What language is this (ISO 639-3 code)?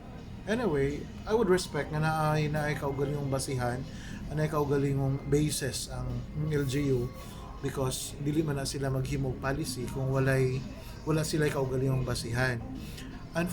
ceb